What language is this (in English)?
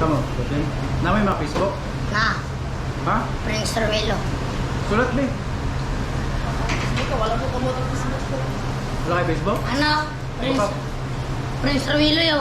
Cebuano